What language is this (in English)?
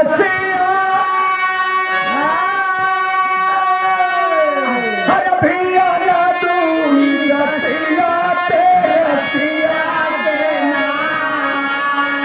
Bhojpuri